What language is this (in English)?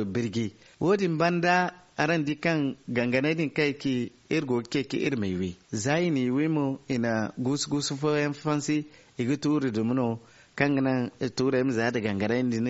Zarma